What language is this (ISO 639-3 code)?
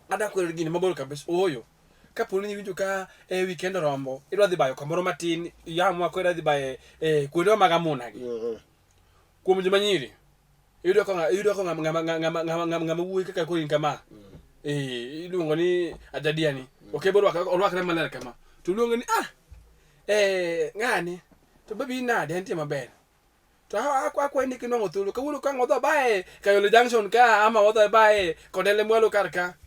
luo